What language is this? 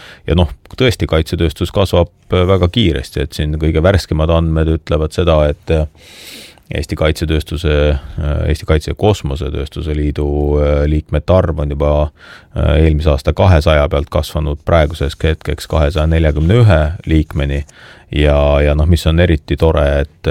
Estonian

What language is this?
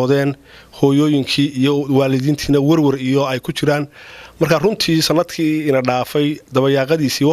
Somali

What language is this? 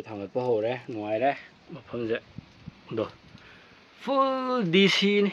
Manipuri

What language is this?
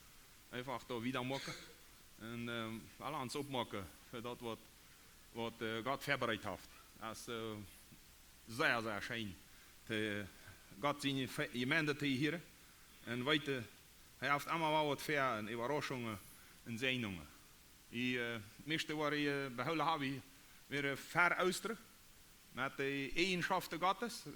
Plautdietsch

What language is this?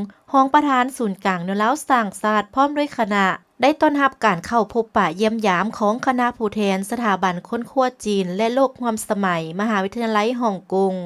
Lao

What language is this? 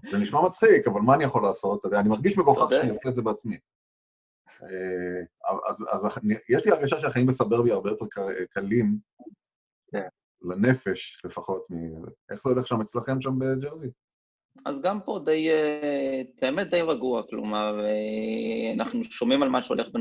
Hebrew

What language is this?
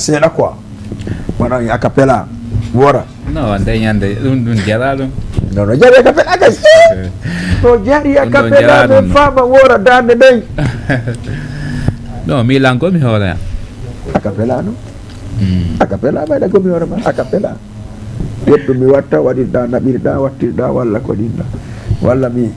Fula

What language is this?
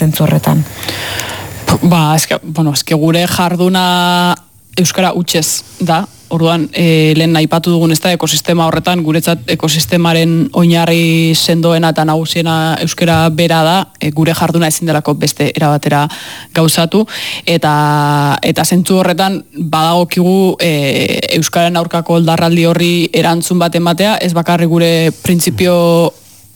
Basque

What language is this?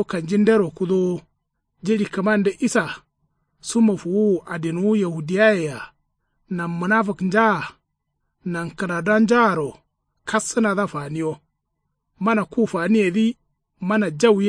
Kanuri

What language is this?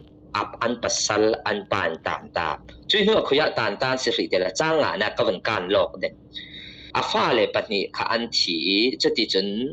Falam Chin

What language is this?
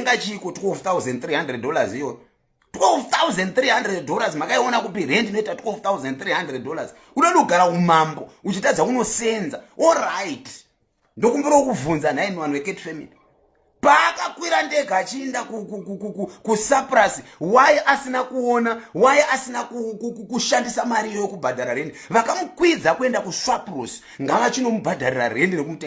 Shona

